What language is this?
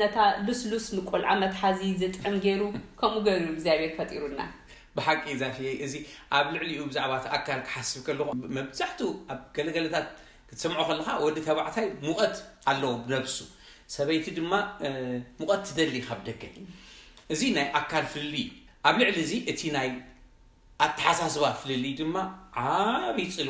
Tigrinya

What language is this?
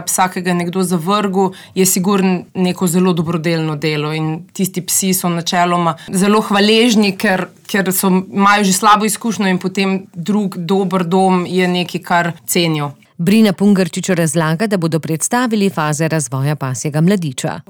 Slovenian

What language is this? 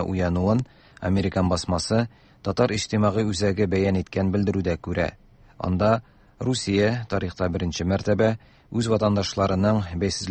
Tatar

